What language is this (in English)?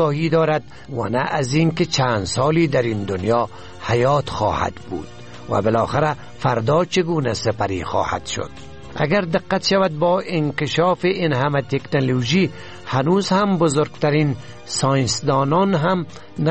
Persian